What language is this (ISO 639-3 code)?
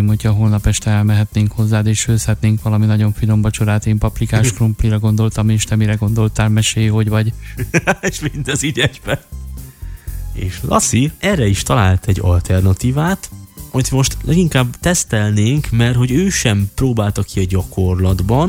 hun